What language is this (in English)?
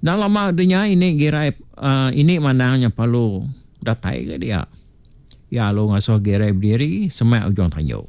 Iban